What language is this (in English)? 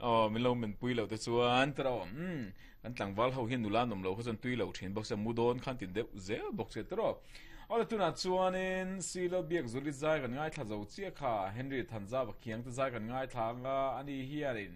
Mizo